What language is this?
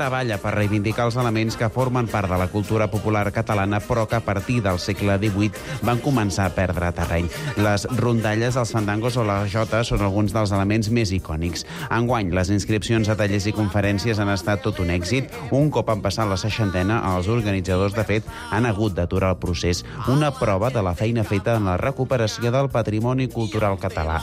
Catalan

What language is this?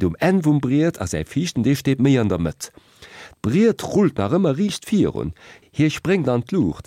Luxembourgish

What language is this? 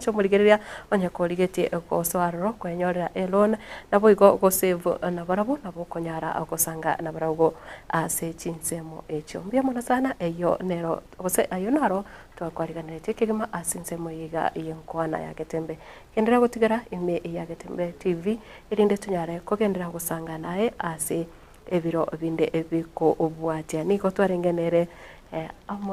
Gusii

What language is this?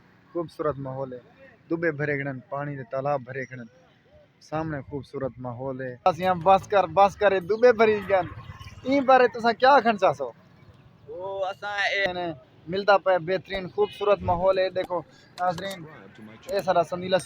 Saraiki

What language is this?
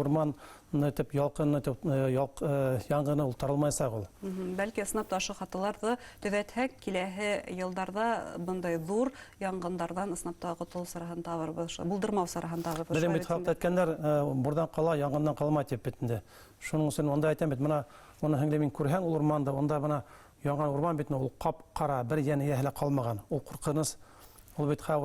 Bashkir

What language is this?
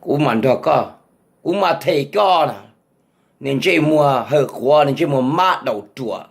Hmong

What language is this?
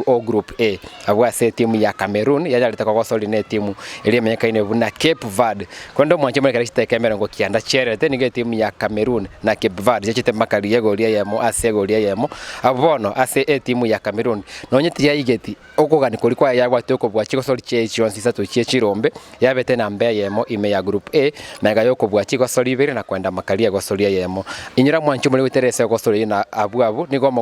Gusii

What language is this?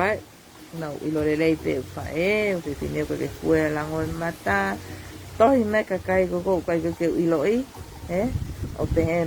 Tongan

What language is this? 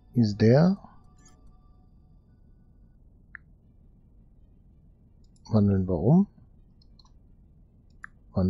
German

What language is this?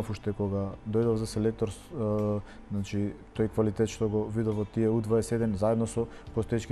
Macedonian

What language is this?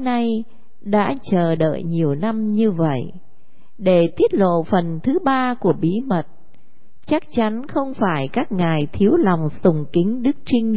Vietnamese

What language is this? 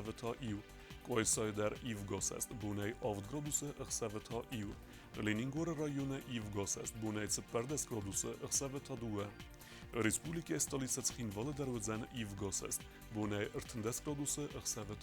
Ossetic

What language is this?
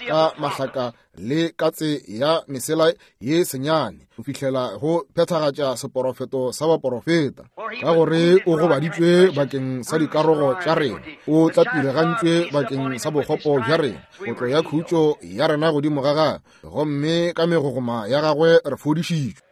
Northern Sotho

